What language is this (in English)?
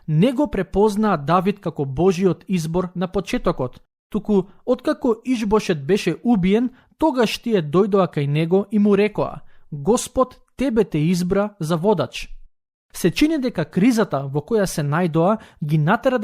Macedonian